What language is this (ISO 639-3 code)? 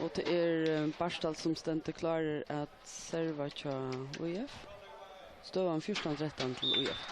fao